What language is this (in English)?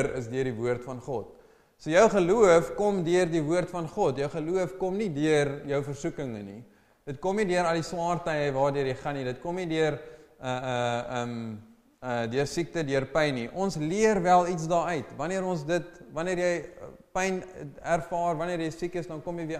Afrikaans